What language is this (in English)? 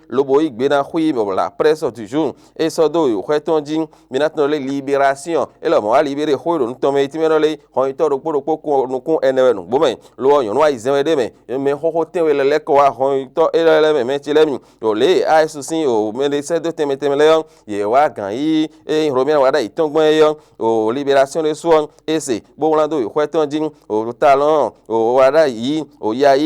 Fon